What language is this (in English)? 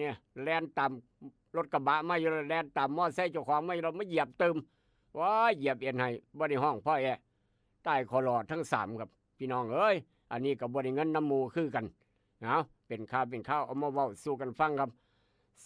Northeastern Thai